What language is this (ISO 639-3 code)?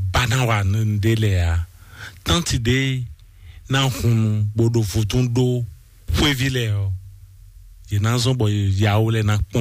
fon